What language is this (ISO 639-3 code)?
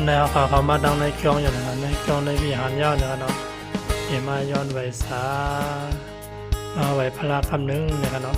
shn